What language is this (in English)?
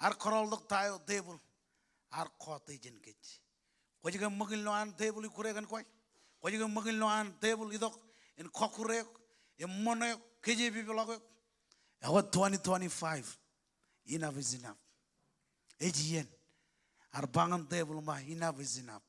Marshallese